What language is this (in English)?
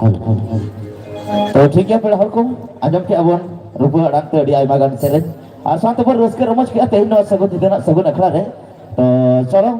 Santali